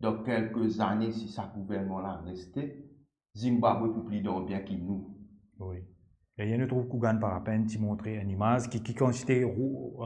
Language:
Morisyen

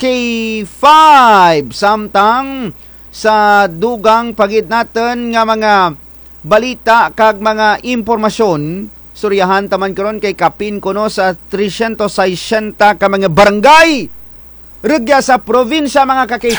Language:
Kinaray-a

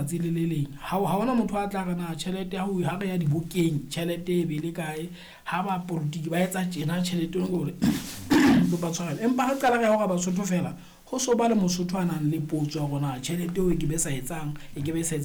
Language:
Southern Sotho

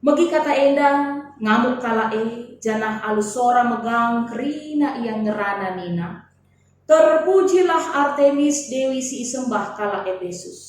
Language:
Batak Karo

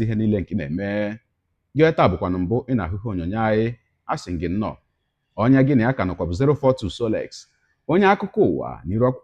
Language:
Igbo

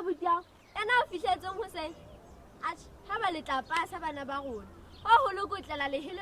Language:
Southern Sotho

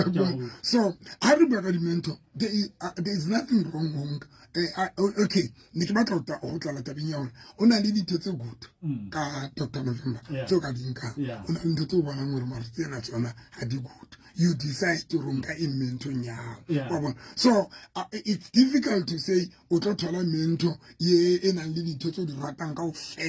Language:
Southern Sotho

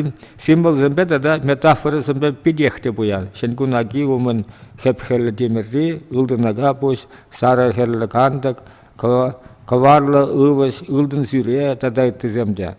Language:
Chuvash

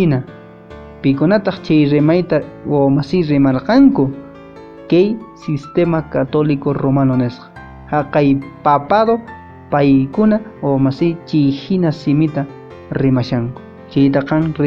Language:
Quechua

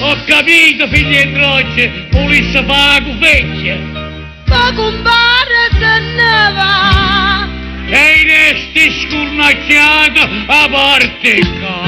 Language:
Neapolitan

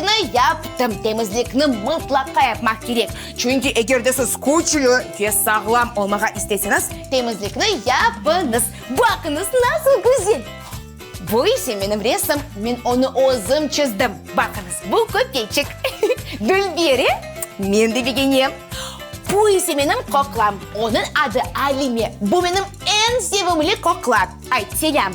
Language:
Crimean Tatar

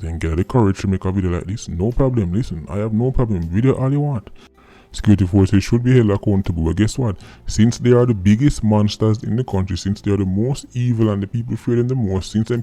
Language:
Jamaican Creole English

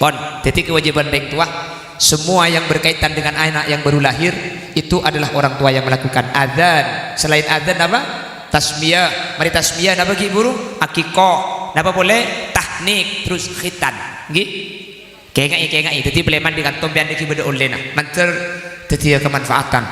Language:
Madurese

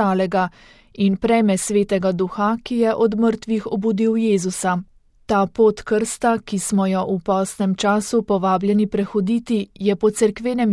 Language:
Slovenian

